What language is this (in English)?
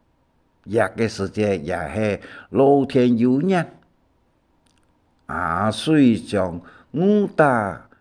Hakka Chinese